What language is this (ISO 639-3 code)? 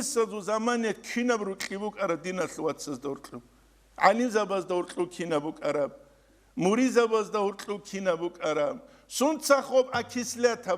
ava